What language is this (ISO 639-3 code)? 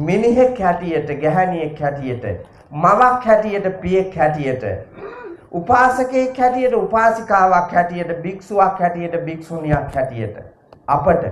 sin